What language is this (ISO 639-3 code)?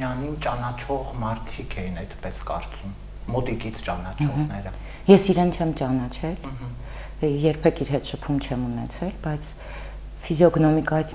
hye